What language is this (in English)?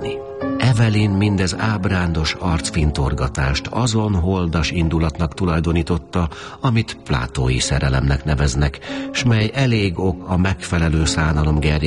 Hungarian